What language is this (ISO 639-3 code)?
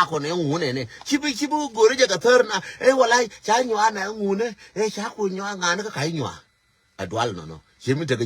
nus